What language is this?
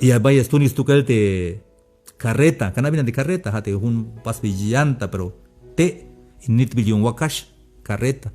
Tzeltal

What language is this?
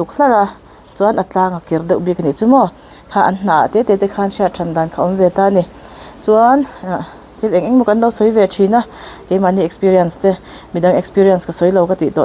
Mizo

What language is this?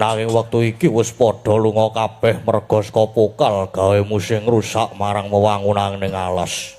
Javanese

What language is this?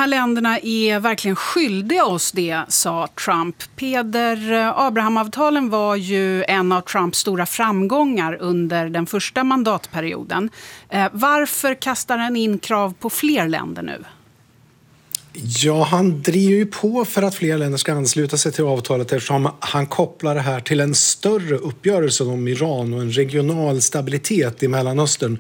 Swedish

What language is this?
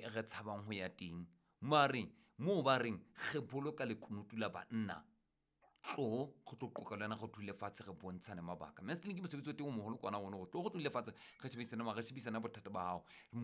Southern Sotho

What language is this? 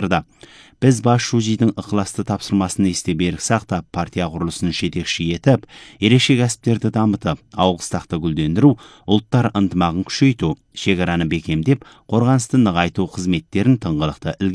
Kazakh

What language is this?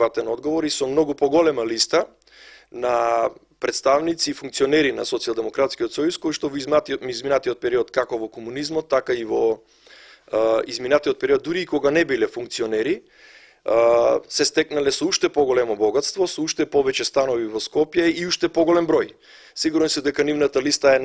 Macedonian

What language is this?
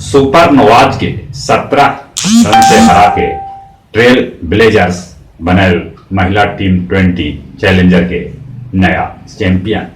Magahi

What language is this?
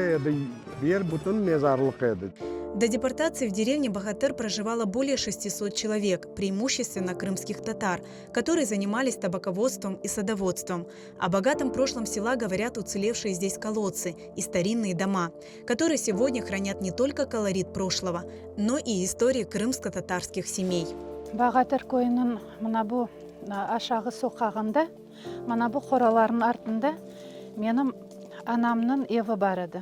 Crimean Tatar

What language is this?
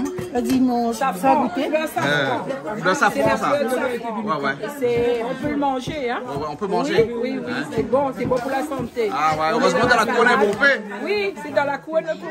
Réunion Creole French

